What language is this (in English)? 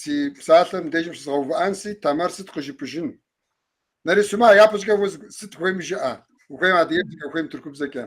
Kabardian